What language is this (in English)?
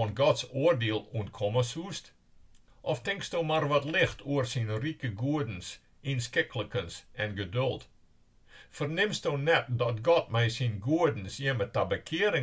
Western Frisian